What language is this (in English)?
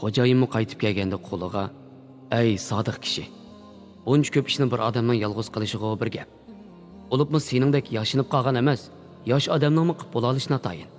Uyghur